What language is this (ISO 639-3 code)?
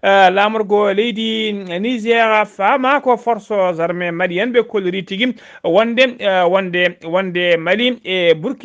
ful